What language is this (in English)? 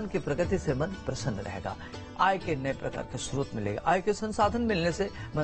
Hindi